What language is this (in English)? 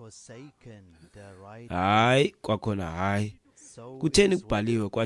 Xhosa